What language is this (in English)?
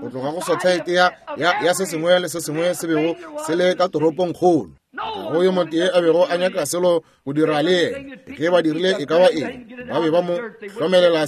Northern Sotho